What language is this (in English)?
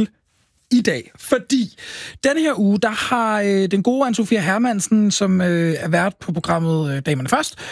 Danish